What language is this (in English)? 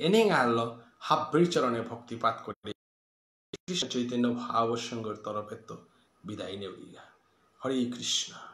Bishnupriya